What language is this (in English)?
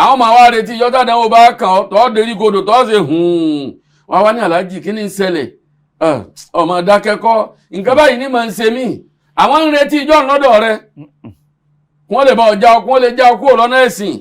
Yoruba